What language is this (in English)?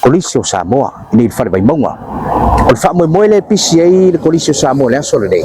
Samoan